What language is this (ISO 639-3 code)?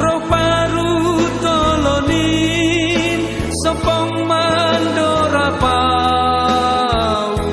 bts